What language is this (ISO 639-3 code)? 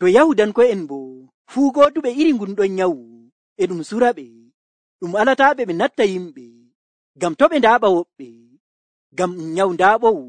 fuv